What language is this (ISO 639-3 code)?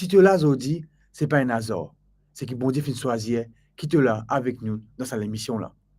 mfe